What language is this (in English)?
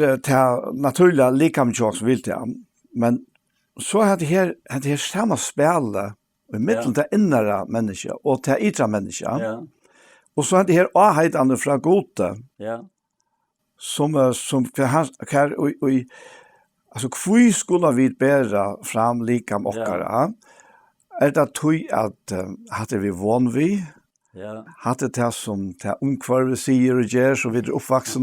Faroese